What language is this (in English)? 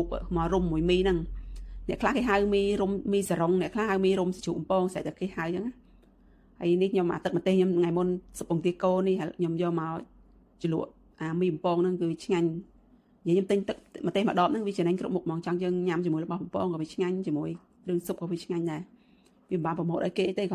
Khmer